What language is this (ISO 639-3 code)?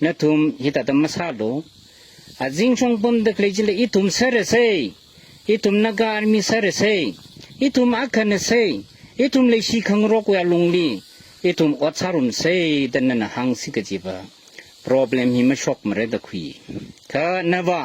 nmf